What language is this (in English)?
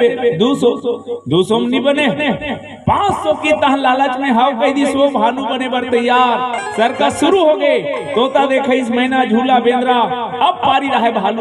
Chhattisgarhi